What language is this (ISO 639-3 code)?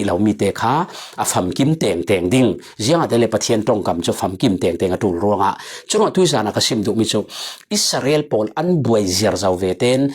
cfm